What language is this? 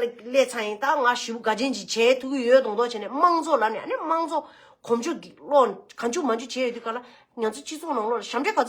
Tibetan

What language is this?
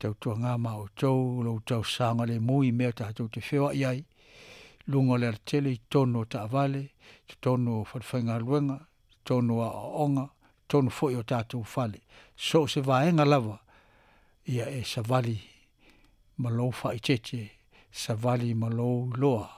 Samoan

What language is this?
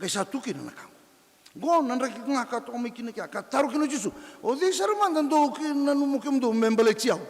Fijian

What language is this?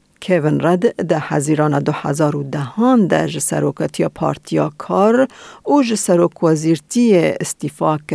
Kurdish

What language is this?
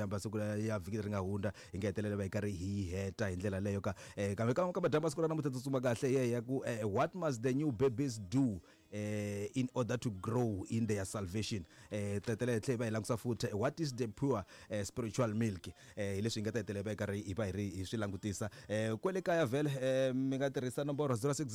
Tsonga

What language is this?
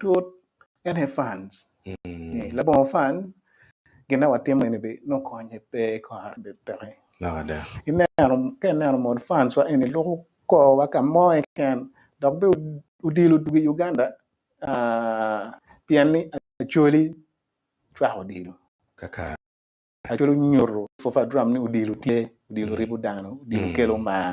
Acoli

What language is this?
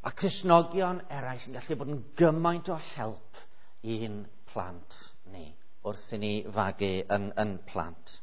Welsh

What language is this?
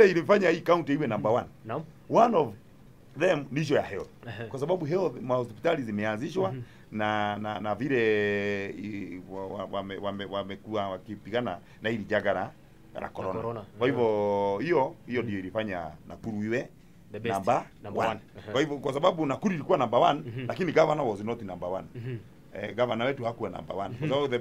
Swahili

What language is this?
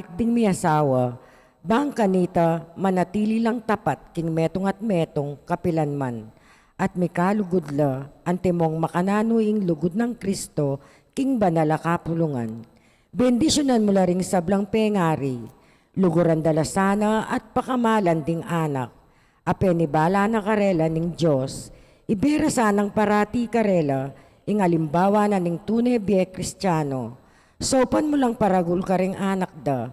Pampanga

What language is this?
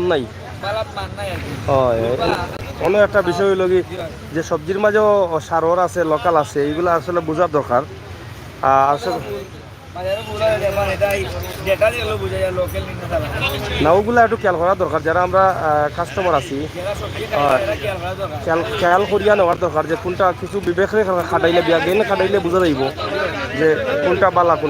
Sylheti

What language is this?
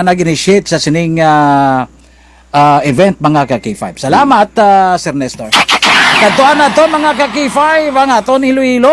Kinaray-a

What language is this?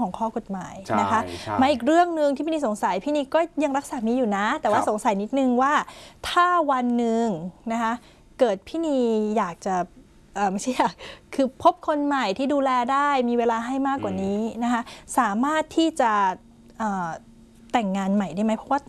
Thai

